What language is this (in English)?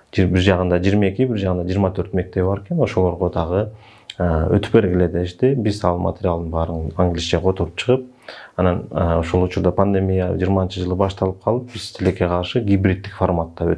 Kyrgyz